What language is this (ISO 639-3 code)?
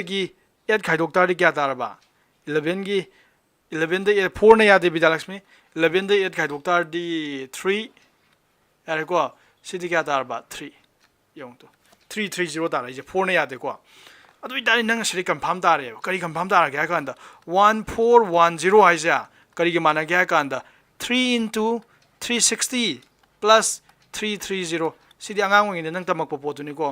mni